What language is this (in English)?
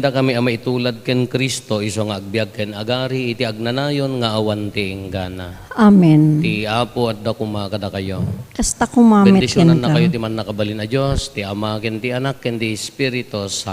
Iloko